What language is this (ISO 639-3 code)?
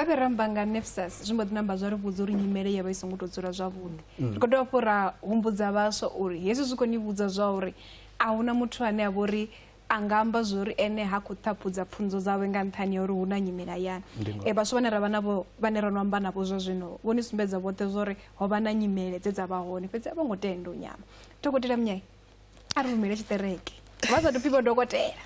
ven